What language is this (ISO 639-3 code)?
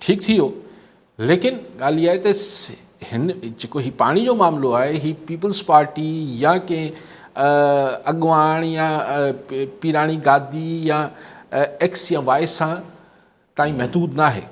snd